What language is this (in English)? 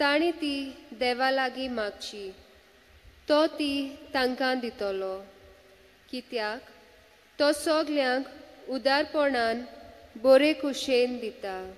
Konkani